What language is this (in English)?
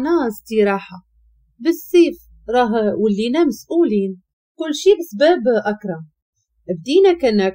Moroccan Arabic